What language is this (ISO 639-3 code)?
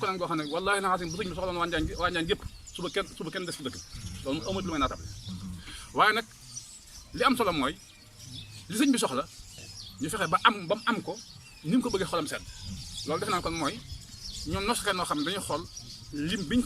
wol